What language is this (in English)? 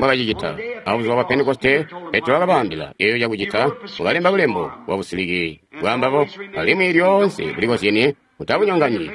Tonga (Zambia)